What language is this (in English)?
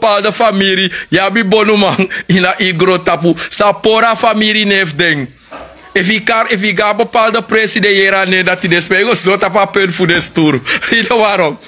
Sranan Tongo